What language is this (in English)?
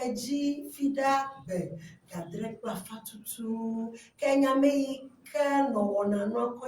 Ewe